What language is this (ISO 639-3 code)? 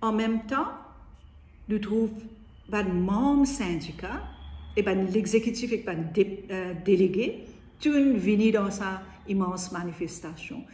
mfe